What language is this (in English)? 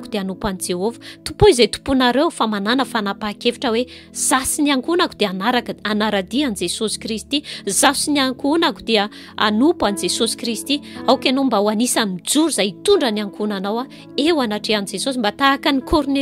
Malagasy